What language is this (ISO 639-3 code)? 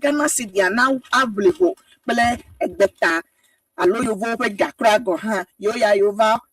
ewe